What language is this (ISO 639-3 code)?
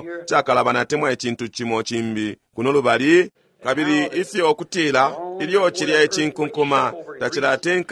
bem